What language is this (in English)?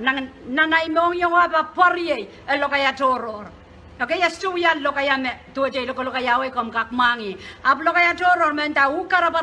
Pohnpeian